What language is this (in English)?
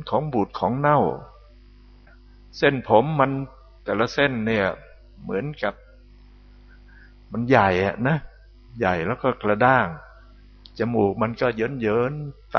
Thai